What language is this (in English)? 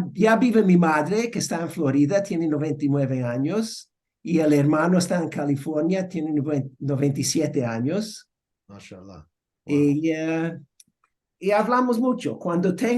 Ladino